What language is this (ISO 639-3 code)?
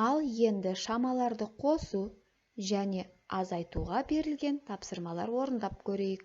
kaz